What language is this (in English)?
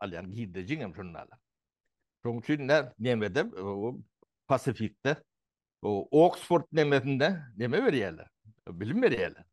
Turkmen